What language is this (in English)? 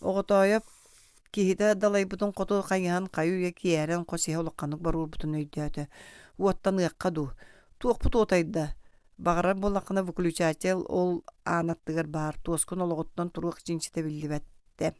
Yakut